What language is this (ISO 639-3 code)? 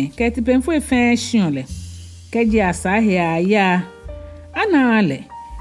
gaa